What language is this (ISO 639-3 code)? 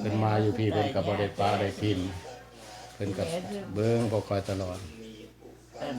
lao